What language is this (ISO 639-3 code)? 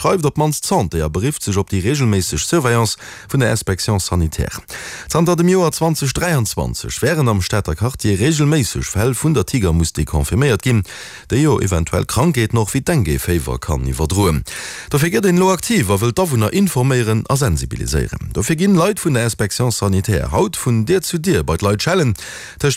ltz